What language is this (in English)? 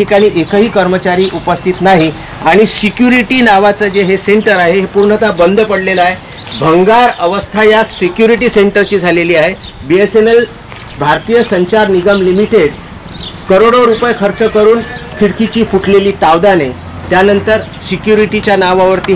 Marathi